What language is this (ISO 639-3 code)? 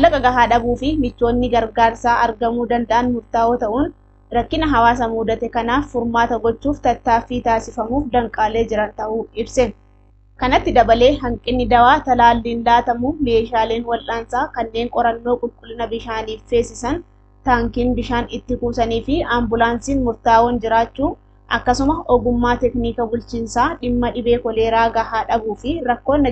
orm